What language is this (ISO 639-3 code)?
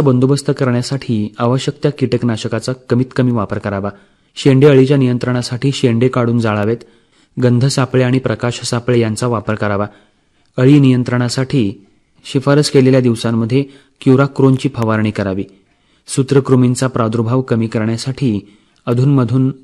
mar